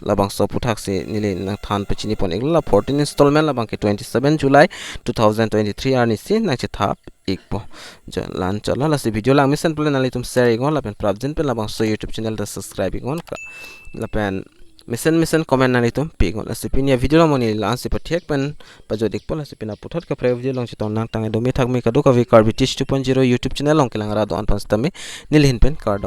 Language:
Karbi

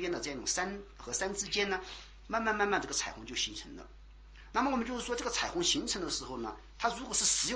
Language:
Chinese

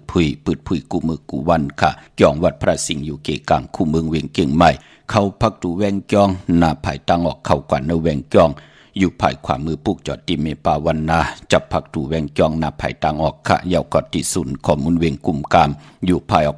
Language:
Shan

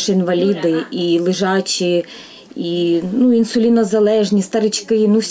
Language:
Ukrainian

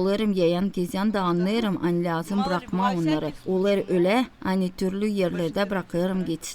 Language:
Gagauz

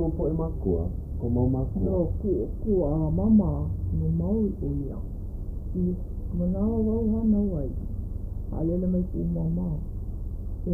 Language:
Hawaiian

